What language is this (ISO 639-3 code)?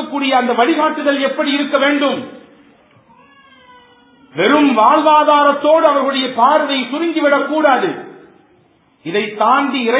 tam